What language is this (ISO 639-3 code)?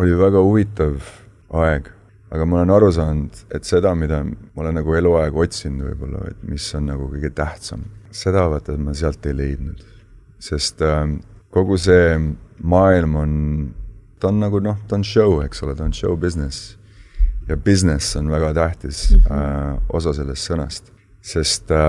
est